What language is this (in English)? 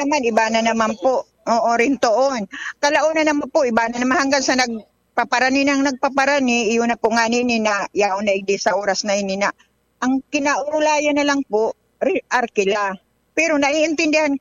Bikol